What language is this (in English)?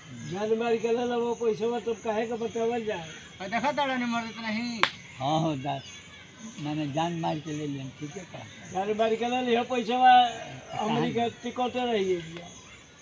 Bhojpuri